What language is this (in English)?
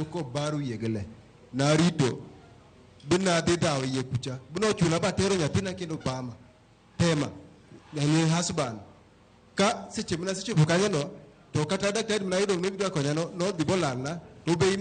Luo (Kenya and Tanzania)